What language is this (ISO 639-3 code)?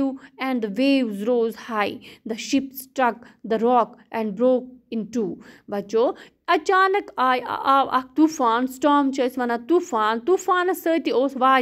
kas